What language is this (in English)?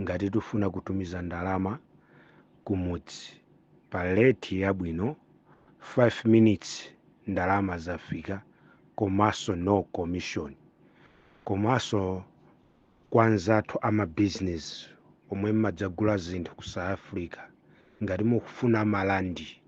Nyanja